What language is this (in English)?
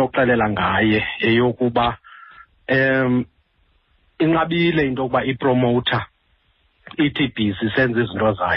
Xhosa